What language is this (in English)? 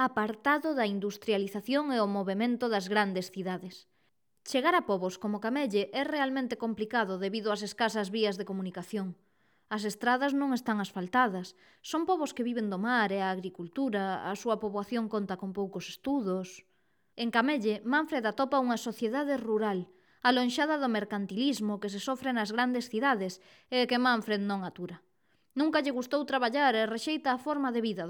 Galician